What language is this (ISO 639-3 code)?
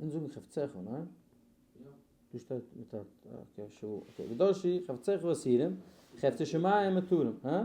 yid